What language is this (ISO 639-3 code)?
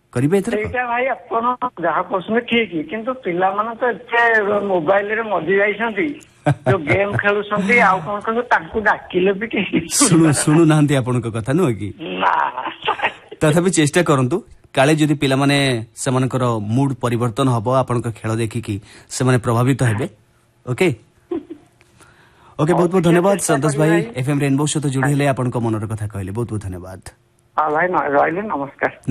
ori